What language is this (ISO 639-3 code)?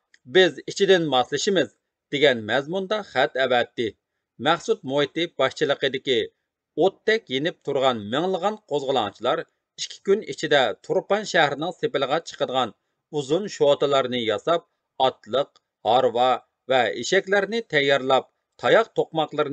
uig